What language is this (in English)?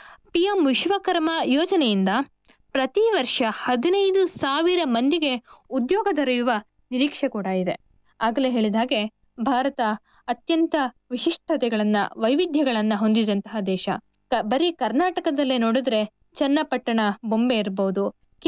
Kannada